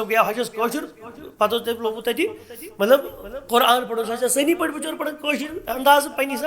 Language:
Kashmiri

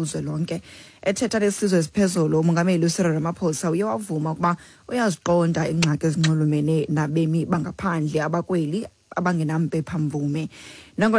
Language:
Xhosa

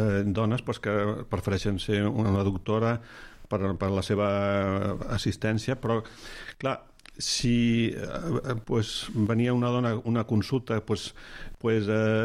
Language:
Catalan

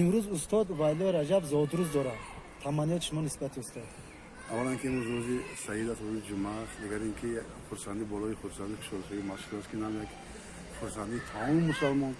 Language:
Tajik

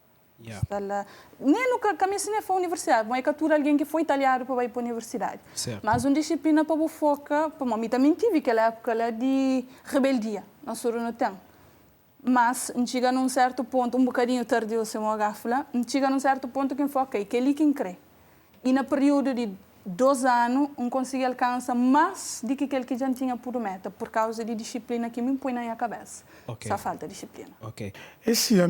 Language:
Kabuverdianu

